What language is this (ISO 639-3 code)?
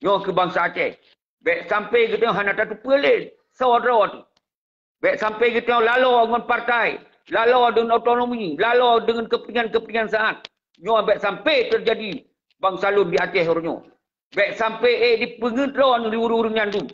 ace